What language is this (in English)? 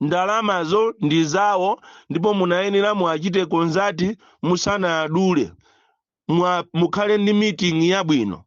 Nyanja